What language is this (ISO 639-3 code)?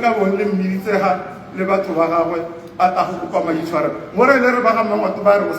tsn